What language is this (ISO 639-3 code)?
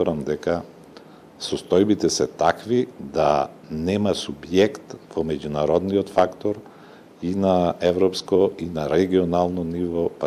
mkd